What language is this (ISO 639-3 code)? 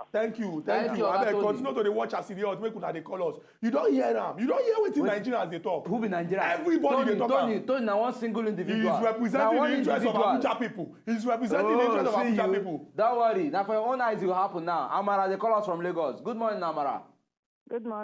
pcm